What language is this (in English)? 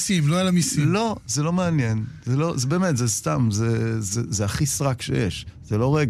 Hebrew